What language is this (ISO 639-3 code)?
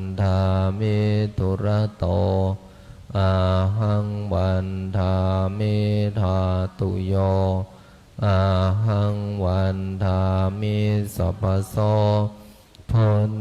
pli